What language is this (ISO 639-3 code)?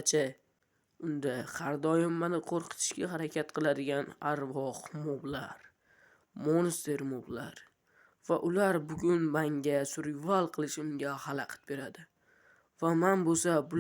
uzb